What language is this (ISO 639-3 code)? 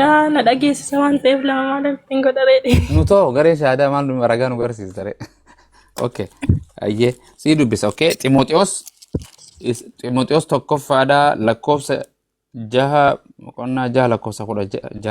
orm